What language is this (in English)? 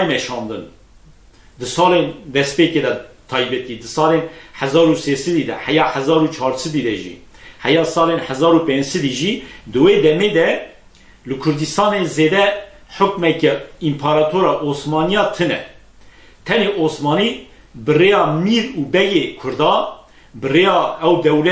Kurdish